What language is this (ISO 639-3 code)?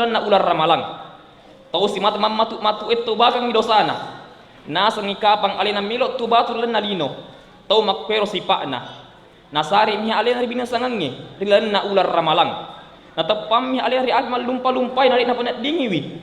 bug